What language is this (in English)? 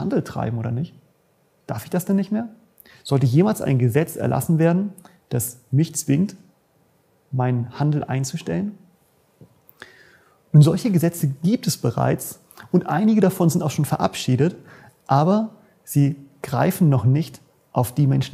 German